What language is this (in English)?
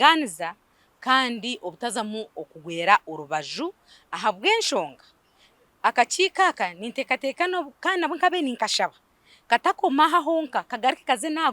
Nyankole